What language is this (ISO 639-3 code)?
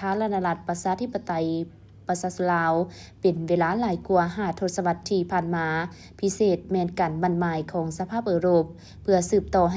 lao